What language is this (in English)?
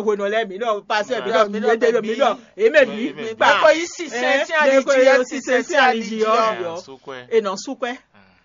Fon